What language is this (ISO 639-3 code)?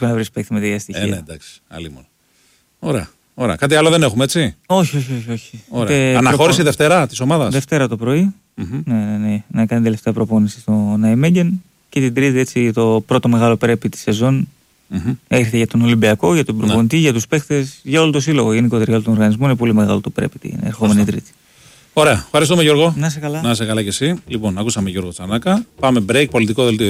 ell